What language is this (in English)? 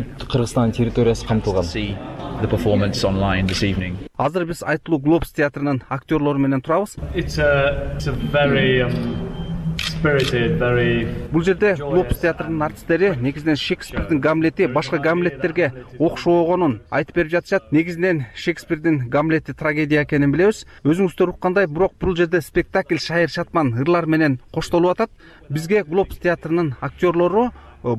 Kyrgyz